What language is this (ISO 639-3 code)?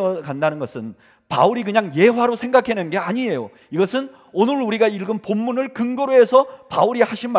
kor